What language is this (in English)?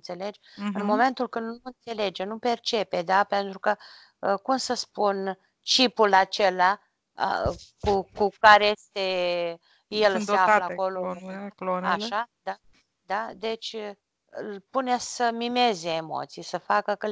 Romanian